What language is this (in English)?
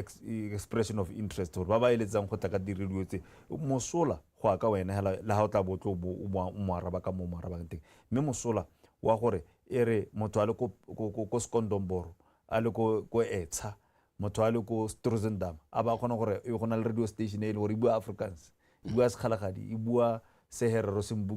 Tswana